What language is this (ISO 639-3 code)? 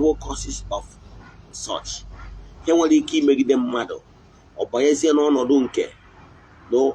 ibo